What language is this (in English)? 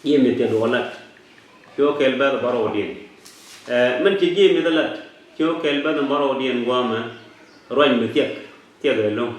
Nuer